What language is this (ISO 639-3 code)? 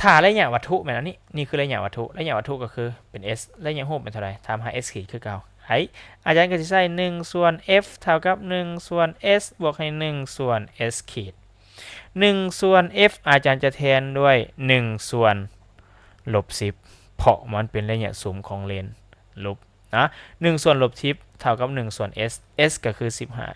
lao